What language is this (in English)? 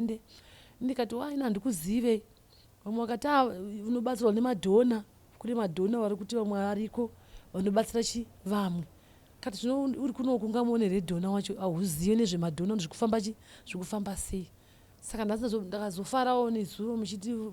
Shona